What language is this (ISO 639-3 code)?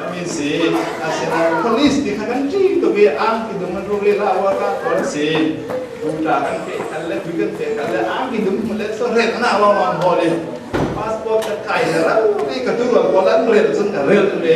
cfm